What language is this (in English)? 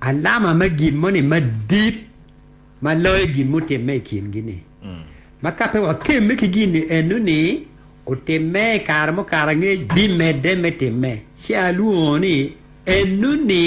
Acoli